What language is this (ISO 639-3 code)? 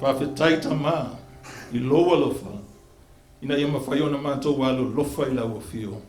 smo